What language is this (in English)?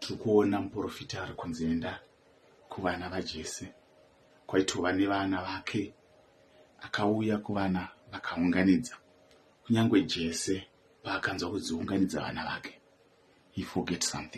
Shona